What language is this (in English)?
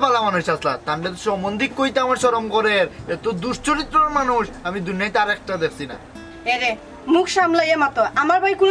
Sylheti